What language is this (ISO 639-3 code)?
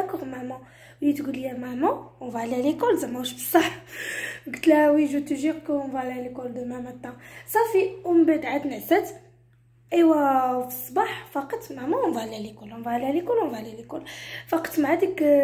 ary